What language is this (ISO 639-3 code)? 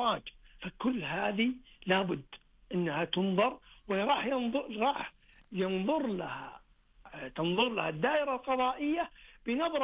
ars